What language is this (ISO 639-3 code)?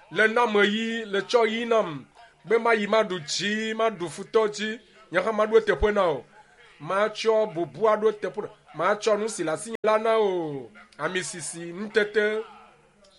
ewe